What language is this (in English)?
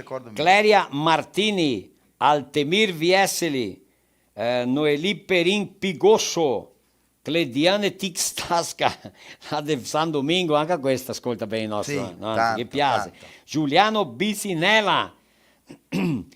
Venetian